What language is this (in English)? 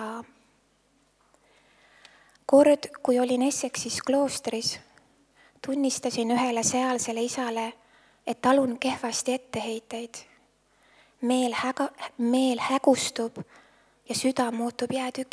Estonian